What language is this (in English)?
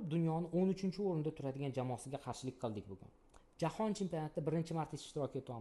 Uzbek